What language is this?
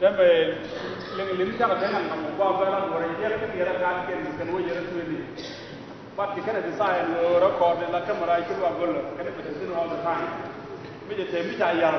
Nuer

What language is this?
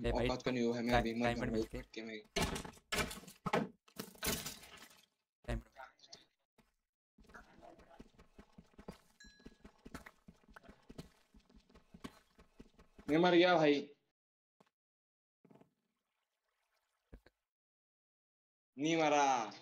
Hindi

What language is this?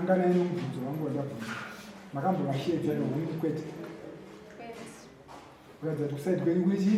Shona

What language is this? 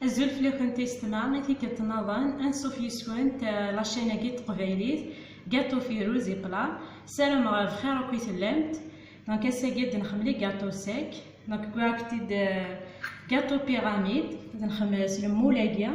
Kabyle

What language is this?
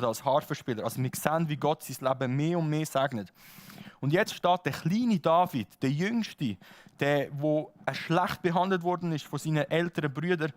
Swiss German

